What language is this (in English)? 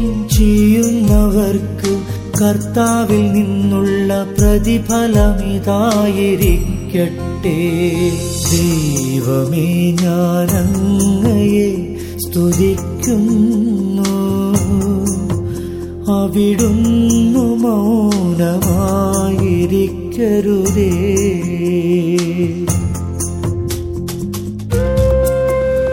Malayalam